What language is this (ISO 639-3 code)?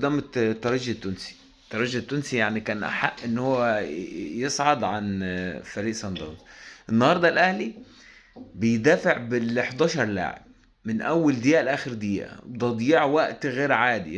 arz